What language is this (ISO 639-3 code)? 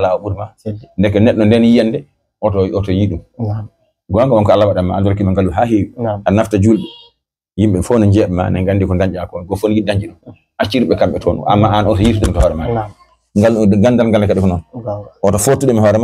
ful